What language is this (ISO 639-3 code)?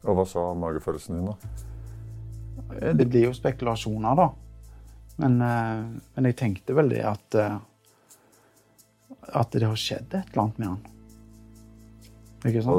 nor